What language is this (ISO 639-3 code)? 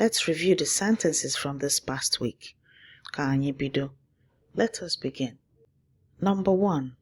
ibo